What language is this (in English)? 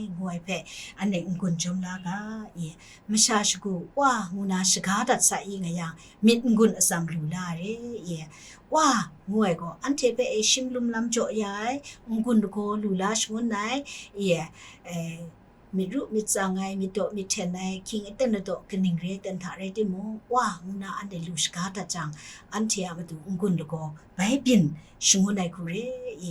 Kachin